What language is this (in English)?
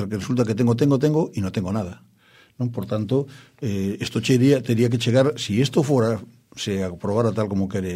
Galician